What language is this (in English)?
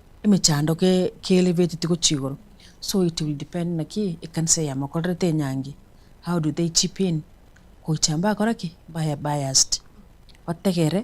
Gusii